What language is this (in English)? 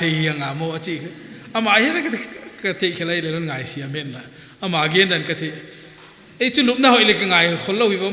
Paite Chin